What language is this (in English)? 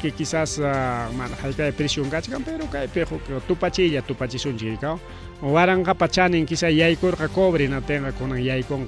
Ayacucho Quechua